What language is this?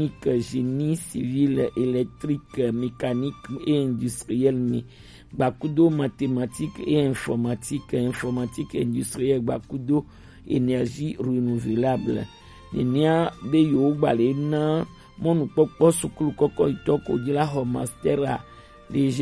Gen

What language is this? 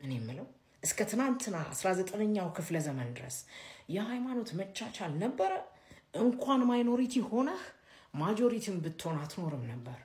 Amharic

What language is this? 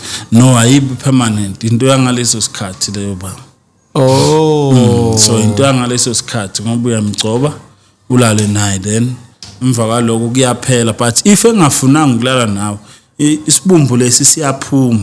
Zulu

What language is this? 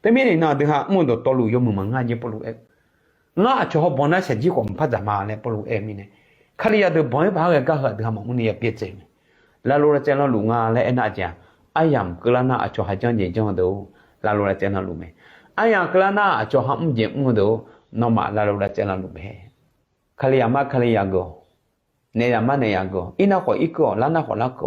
Akha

